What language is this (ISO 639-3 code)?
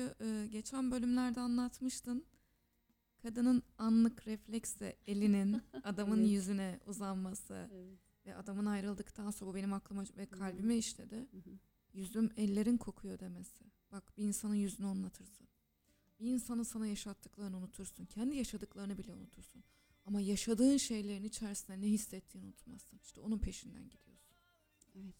tur